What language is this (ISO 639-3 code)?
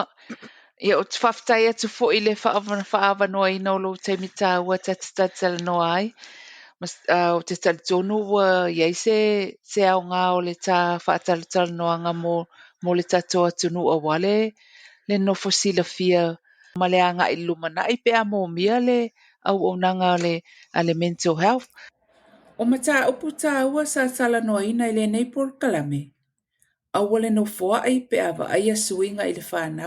smo